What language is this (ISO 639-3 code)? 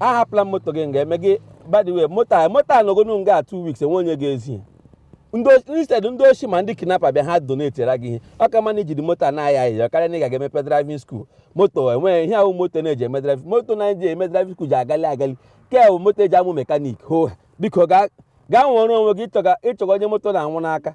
ibo